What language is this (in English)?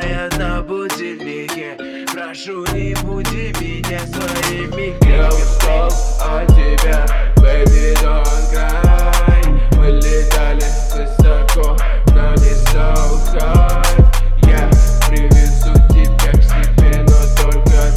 Russian